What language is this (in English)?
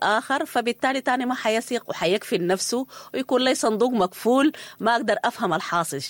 Sudanese Arabic